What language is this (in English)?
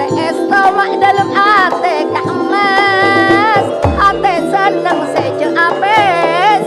Madurese